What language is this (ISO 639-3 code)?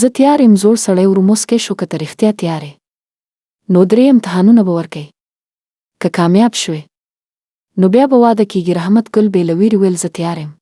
pus